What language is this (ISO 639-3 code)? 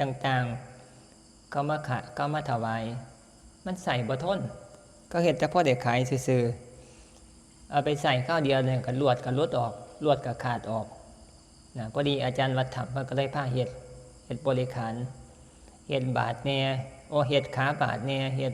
tts